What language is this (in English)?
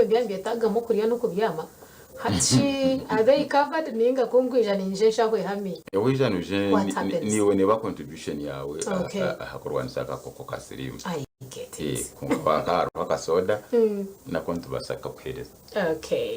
Nyankole